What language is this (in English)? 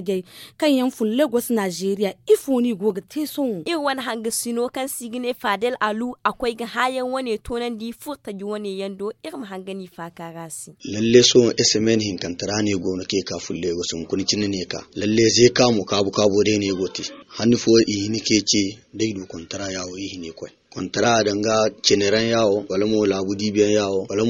Zarma